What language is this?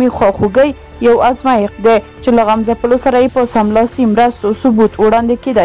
Pashto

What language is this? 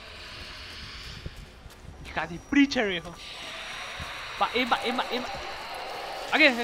Spanish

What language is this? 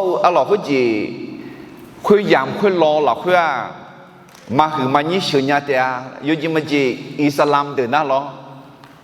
Akha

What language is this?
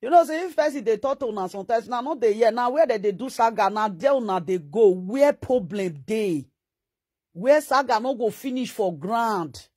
Nigerian Pidgin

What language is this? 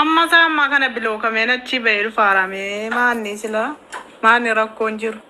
Oromo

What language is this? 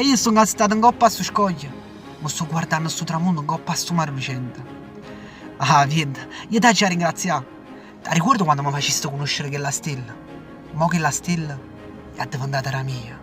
Neapolitan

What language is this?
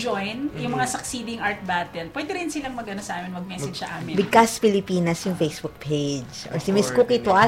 Filipino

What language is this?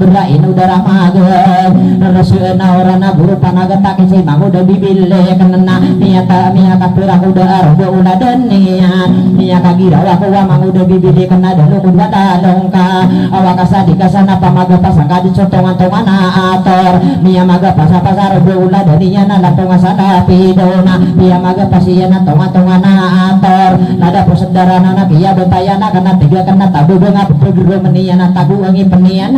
Maranao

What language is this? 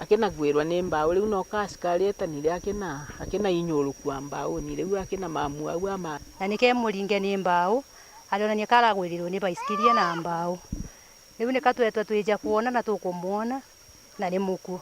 Meru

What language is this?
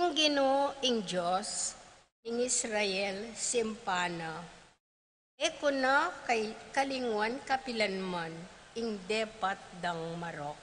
Pampanga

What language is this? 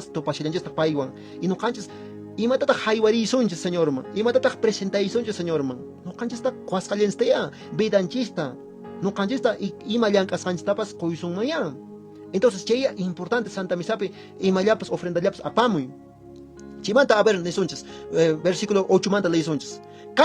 Quechua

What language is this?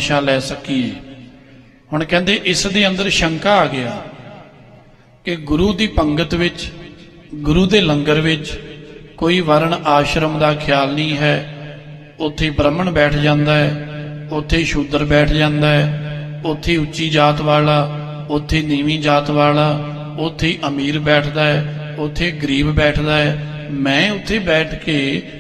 Punjabi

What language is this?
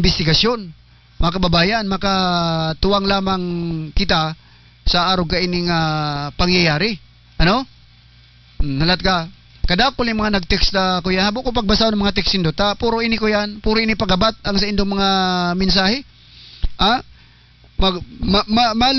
Bikol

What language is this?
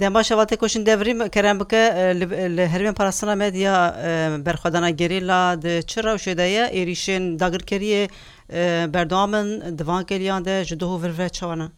Kurdish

